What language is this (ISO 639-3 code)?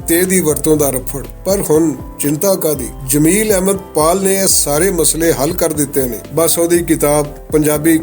lah